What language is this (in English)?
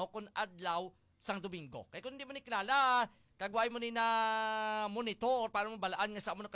Hiligaynon